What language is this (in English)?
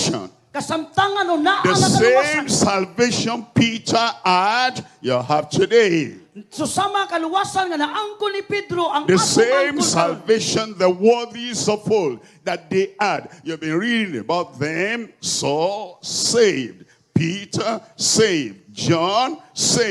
Cebuano